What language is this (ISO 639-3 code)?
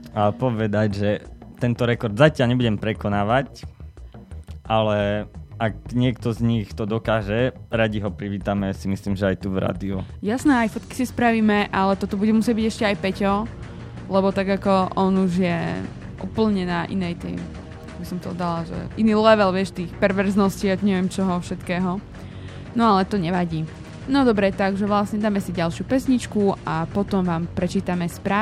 slk